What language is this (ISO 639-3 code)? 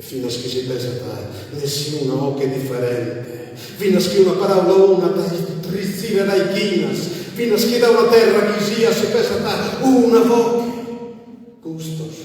srd